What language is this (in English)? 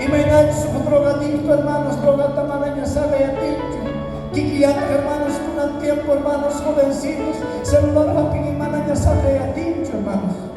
South Bolivian Quechua